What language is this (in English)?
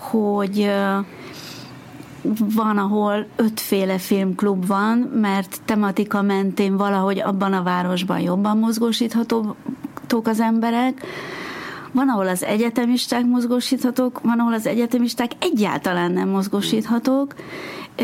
Hungarian